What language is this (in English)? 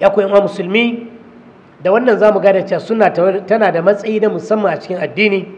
Hausa